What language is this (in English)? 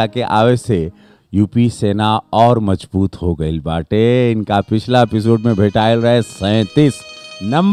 Bhojpuri